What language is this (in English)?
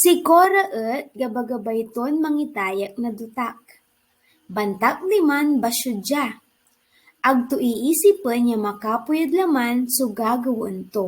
Pangasinan